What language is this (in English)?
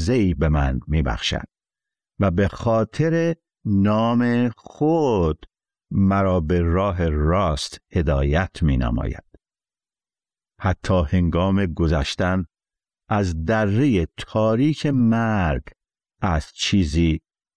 Persian